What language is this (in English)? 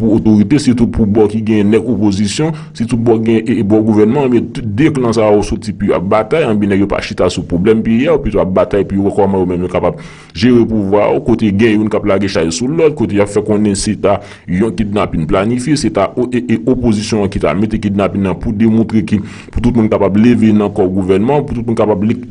Haitian Creole